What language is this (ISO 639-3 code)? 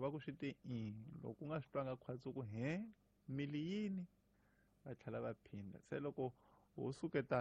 tso